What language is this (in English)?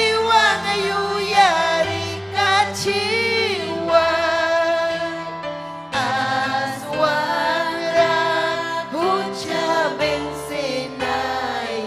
Ayacucho Quechua